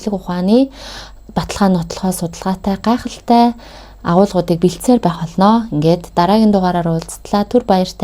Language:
Mongolian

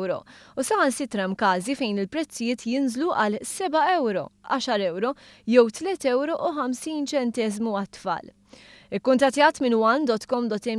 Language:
Maltese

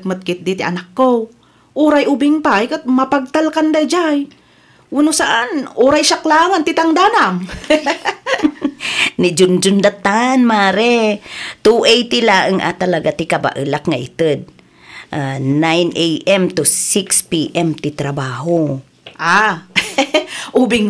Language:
Iloko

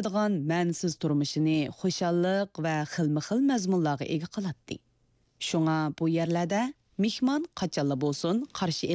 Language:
Uyghur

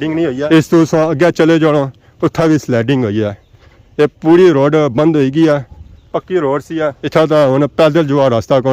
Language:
Pahari-Potwari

